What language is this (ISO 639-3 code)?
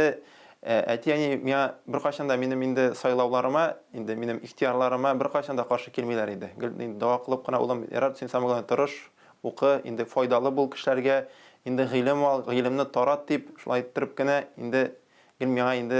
tat